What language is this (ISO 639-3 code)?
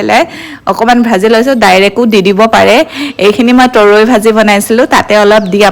asm